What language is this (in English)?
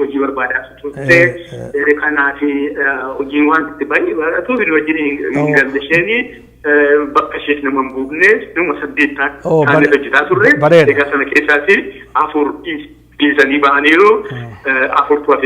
Oromo